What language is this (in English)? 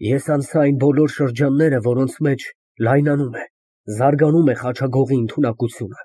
Armenian